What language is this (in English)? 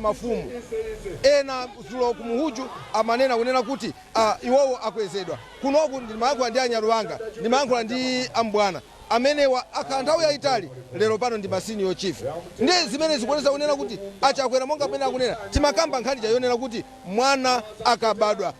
Nyanja